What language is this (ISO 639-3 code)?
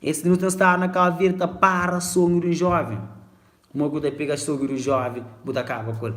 kea